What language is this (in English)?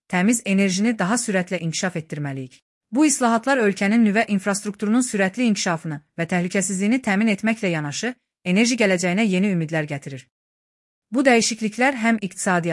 Azerbaijani